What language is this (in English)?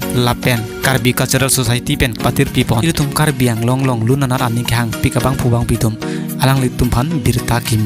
Karbi